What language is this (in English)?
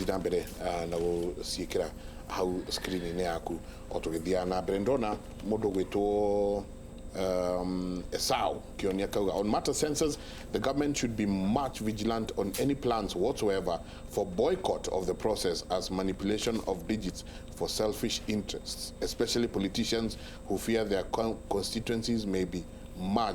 Kikuyu